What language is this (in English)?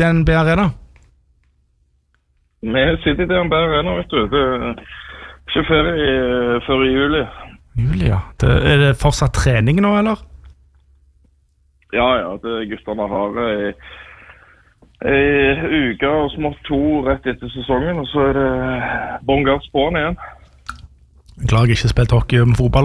Norwegian